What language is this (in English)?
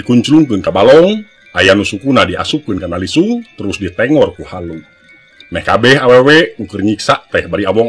Sundanese